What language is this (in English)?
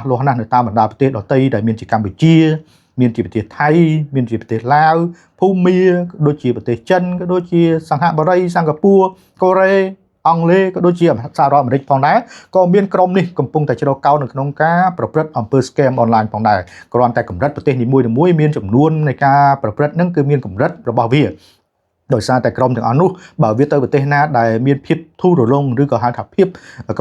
Khmer